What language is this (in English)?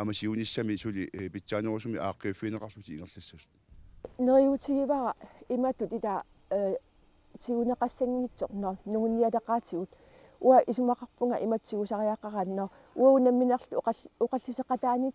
Kalaallisut